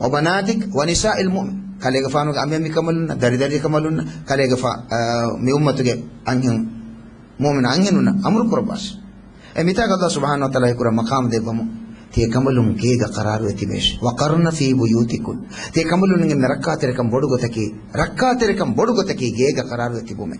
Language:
Divehi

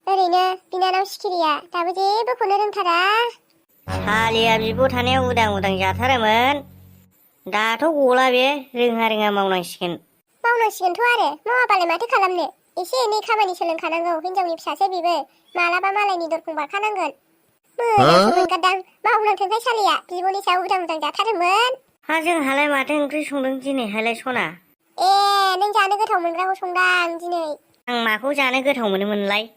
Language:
Bodo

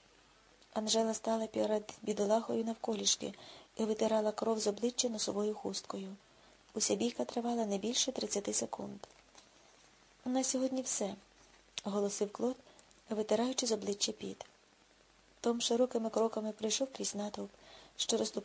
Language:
Ukrainian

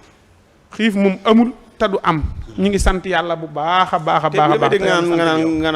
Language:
Wolof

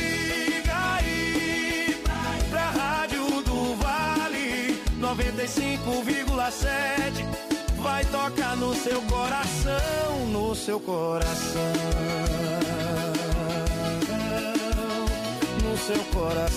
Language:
Portuguese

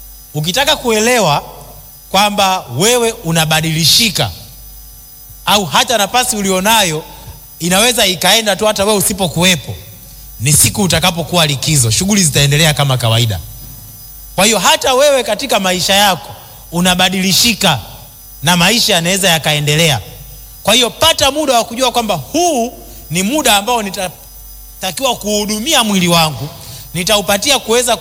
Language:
Swahili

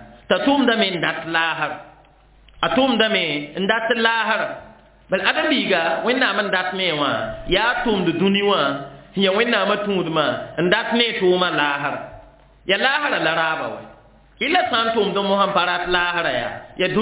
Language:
Mossi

